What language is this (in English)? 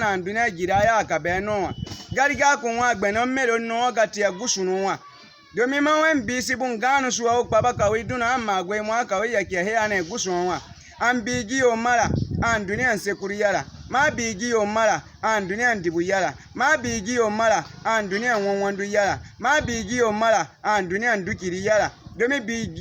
Baatonum